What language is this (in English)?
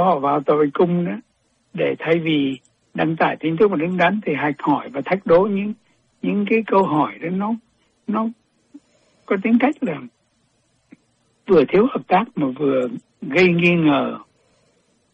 Vietnamese